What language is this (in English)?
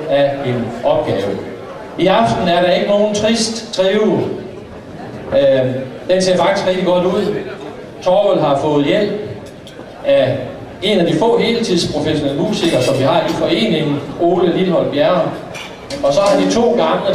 Danish